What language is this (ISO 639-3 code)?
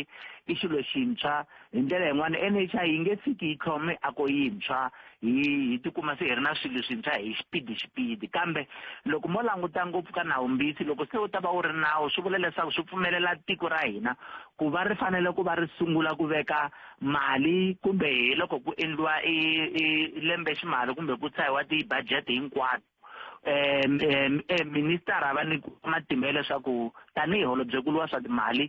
tso